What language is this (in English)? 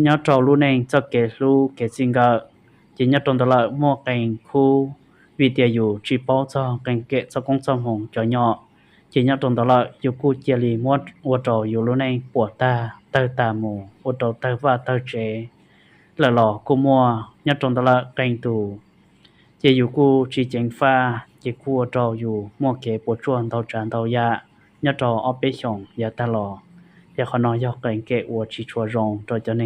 Hmong